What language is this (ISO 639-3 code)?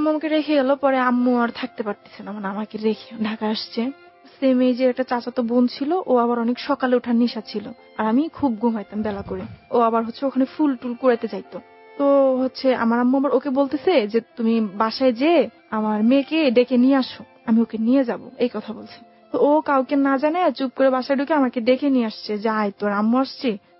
ben